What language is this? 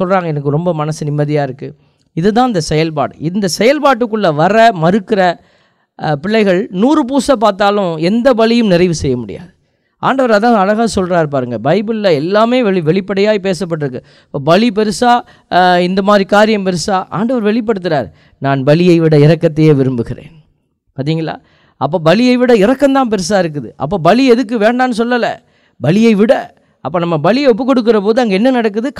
Tamil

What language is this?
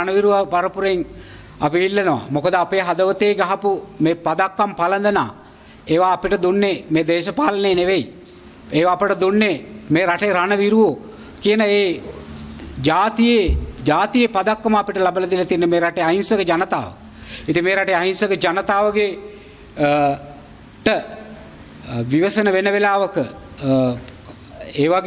Sinhala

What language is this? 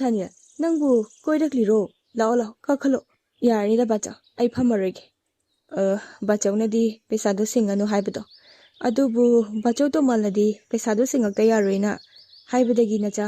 Manipuri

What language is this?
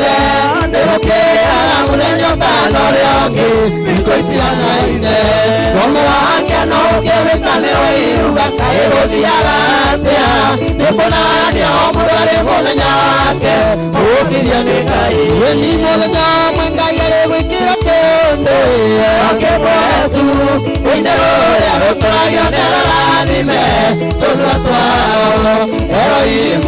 Kikuyu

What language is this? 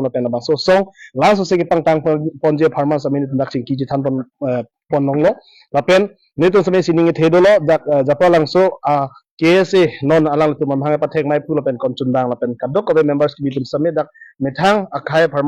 Karbi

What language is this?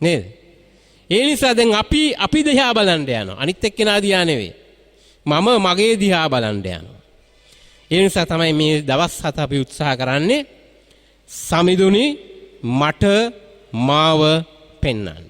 Sinhala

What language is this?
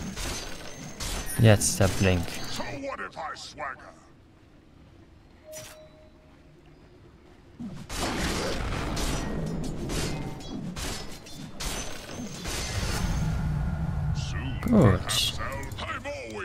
German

